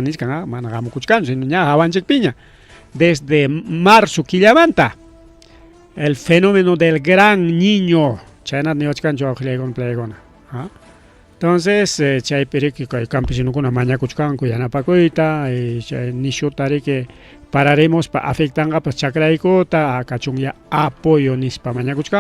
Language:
Ayacucho Quechua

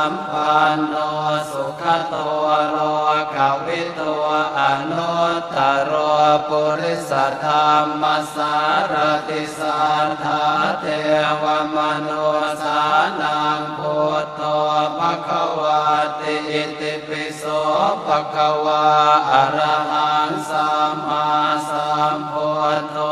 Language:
Pali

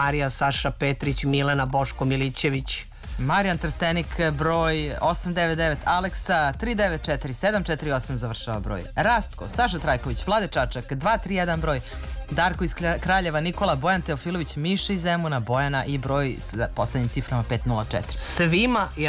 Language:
Serbian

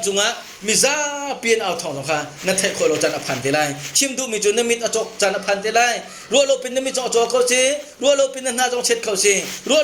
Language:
Hakha Chin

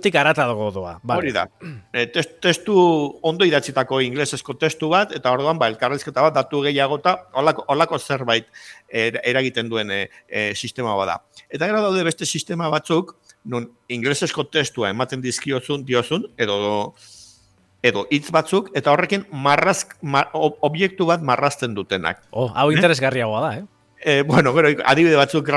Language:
Basque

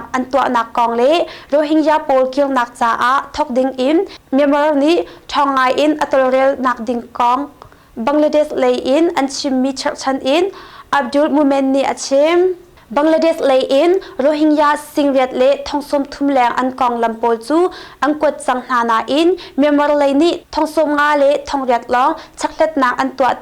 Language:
Hakha Chin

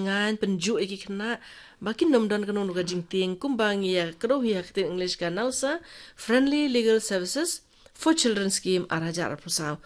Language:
Khasi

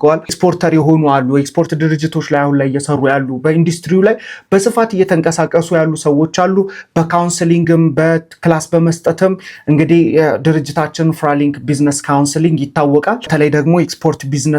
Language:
Amharic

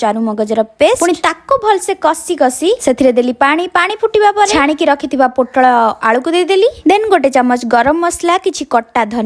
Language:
Odia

